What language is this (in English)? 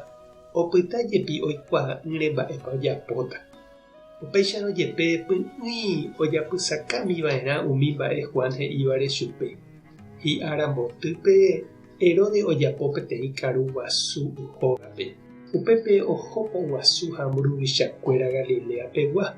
Guarani